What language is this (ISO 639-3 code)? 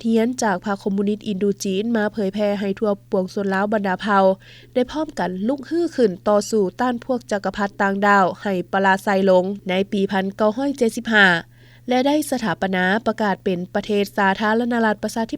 lao